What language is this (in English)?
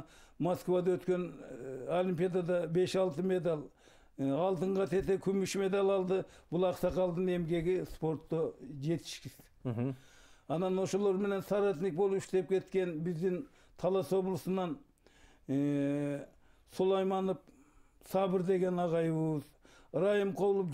Kyrgyz